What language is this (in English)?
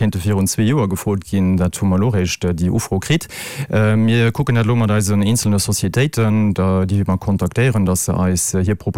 Luxembourgish